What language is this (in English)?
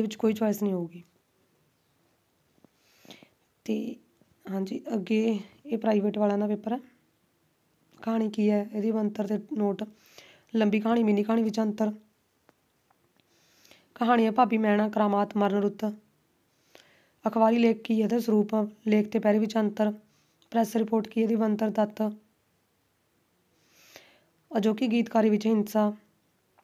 Punjabi